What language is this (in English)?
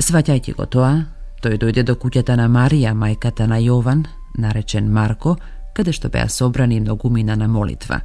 Macedonian